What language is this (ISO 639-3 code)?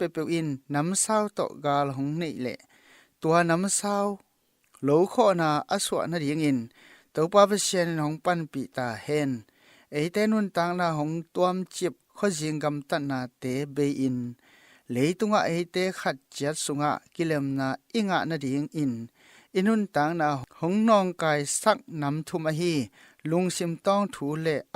ctd